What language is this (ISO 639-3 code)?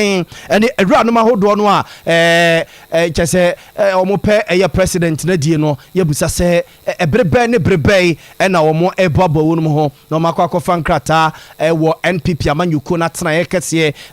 aka